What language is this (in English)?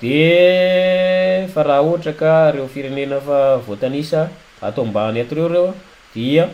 Malagasy